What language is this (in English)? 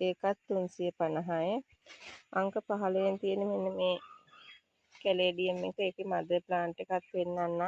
Sinhala